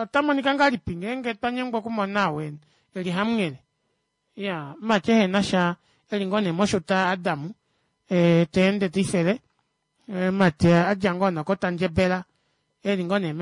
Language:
Kuanyama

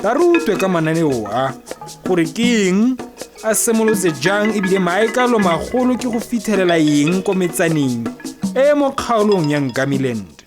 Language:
Tswana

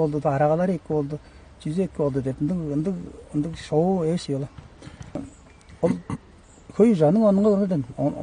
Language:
Tuvinian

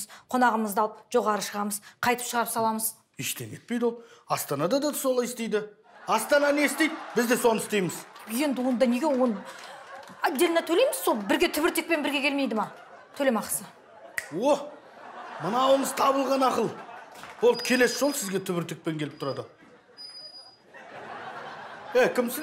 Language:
Kazakh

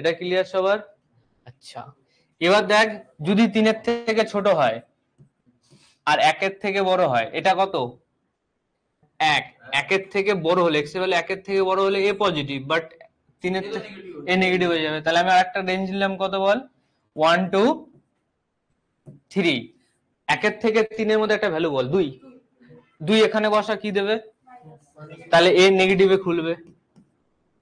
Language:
Bangla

